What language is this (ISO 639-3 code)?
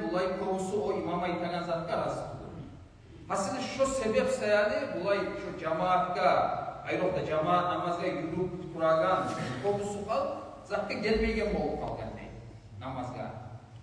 kum